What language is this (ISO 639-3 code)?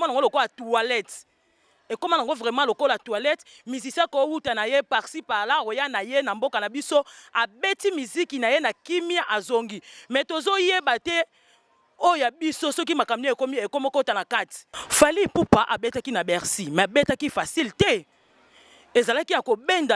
lin